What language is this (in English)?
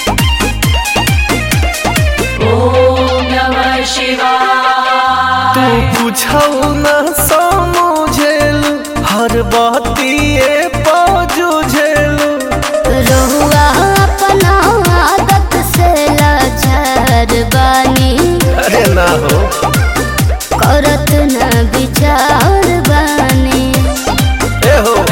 Bhojpuri